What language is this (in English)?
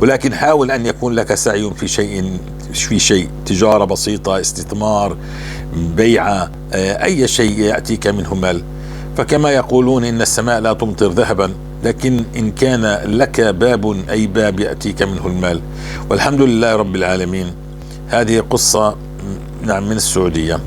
North Levantine Arabic